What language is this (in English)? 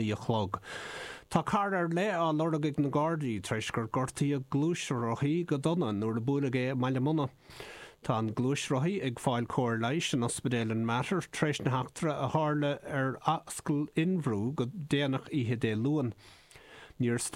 Irish